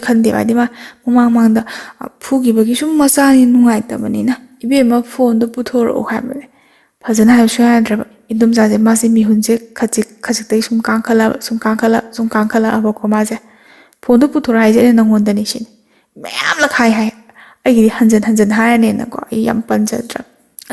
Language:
Manipuri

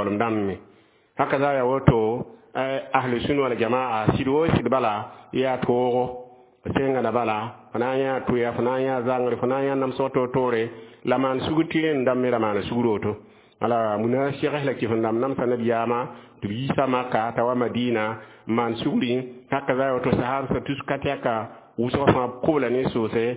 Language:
Mossi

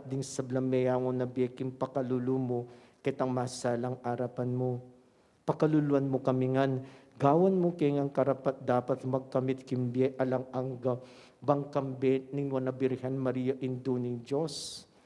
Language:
Pampanga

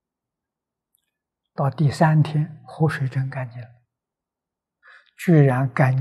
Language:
Chinese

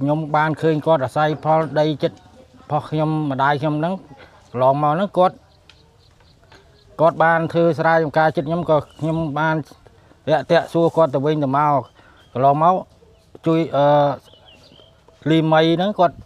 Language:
Khmer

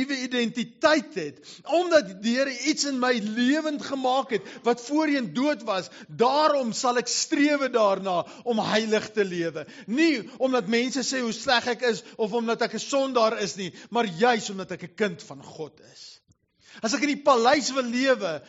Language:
Afrikaans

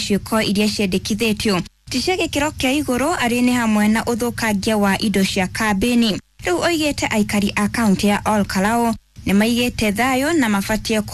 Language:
Kikuyu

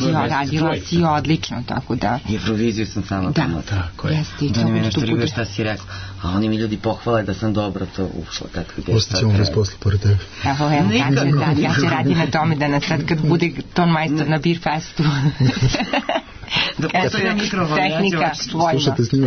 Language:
Serbian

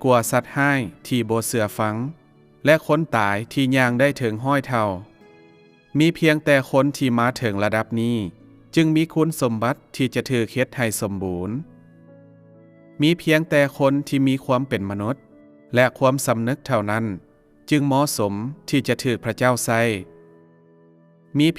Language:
Lao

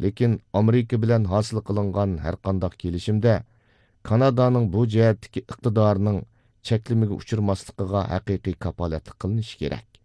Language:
Uyghur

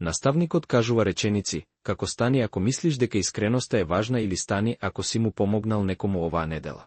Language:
Macedonian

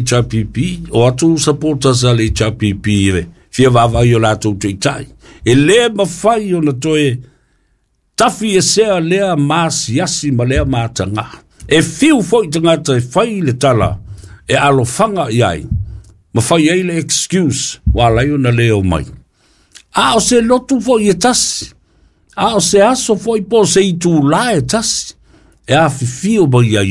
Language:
Samoan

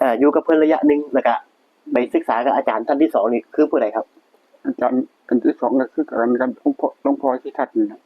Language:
Northeastern Thai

